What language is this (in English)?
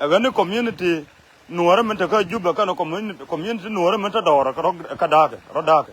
Nuer